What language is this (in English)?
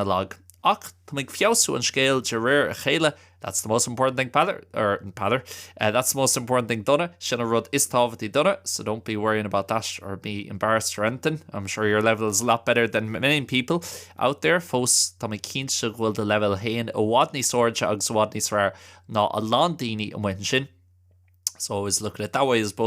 Irish